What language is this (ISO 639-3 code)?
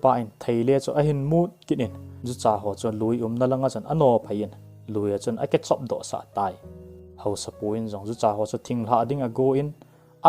tcz